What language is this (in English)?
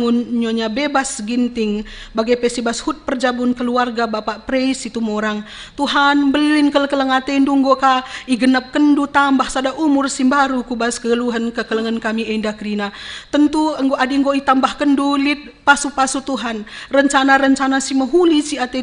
Batak Karo